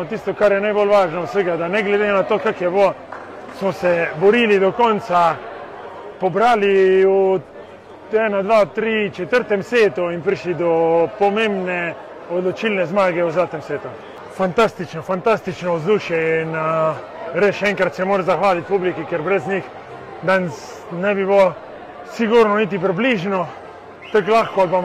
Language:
Slovenian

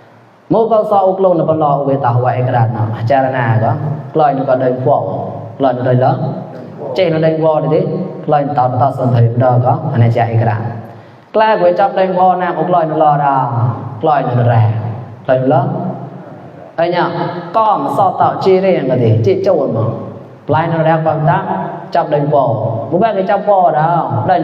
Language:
Mon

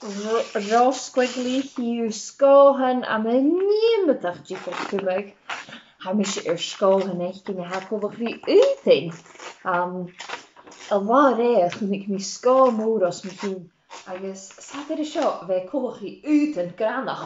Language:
Scottish Gaelic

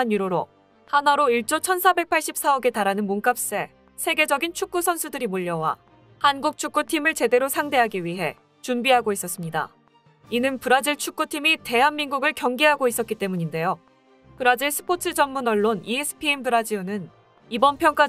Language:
Korean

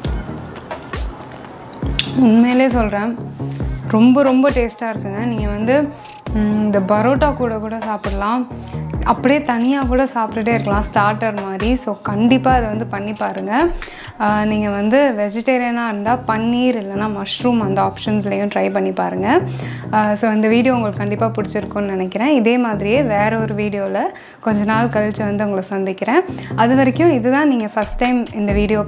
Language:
Tamil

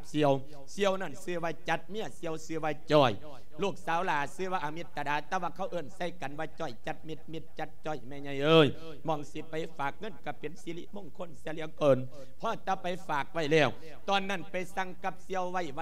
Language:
Lao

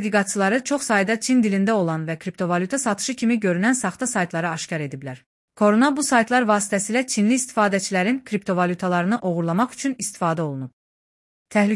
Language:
Azerbaijani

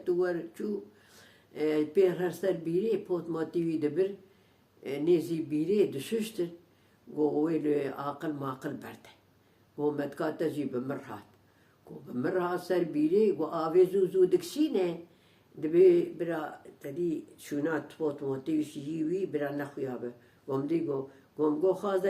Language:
Kurdish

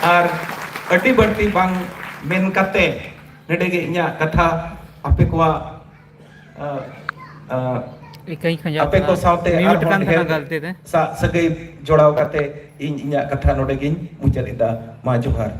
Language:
Santali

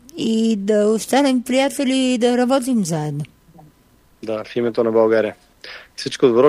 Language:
Bulgarian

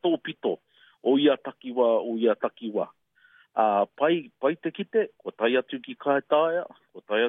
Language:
Māori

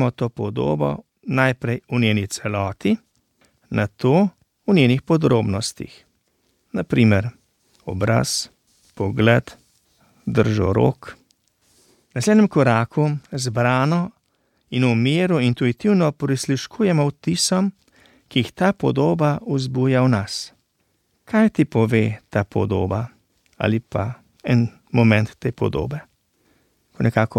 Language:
Slovenian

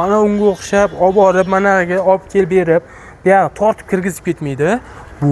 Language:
Uzbek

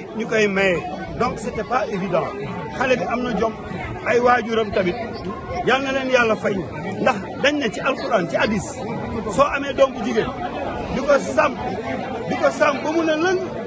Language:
Wolof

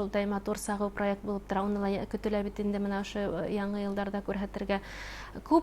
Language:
Bashkir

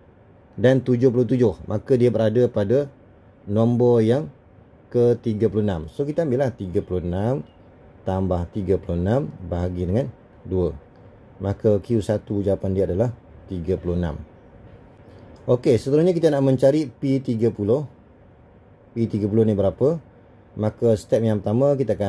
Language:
Malay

